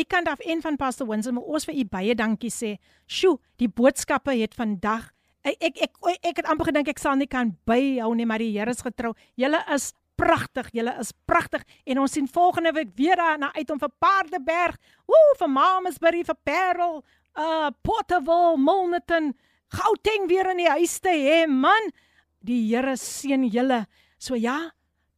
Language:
Afrikaans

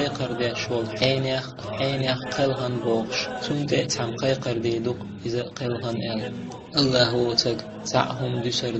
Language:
Chechen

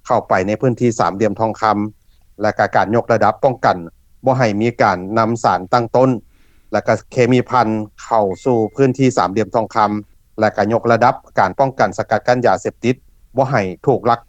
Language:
Lao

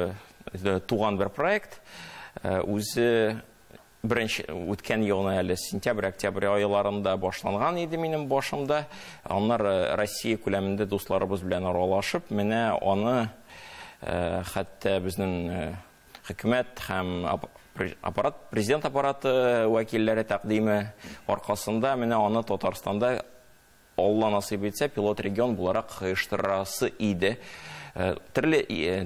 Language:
Tatar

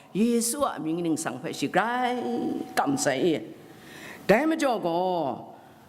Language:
Kachin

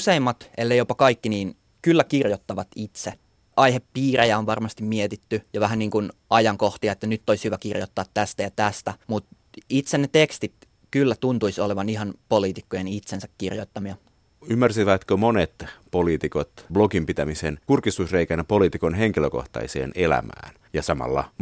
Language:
Finnish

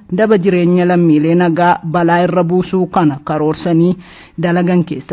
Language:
Oromo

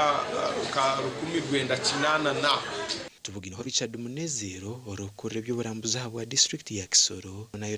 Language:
Nyankole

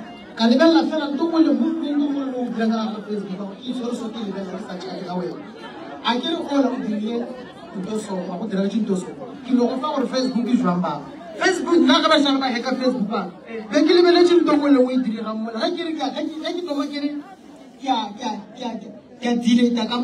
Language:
Northern Sotho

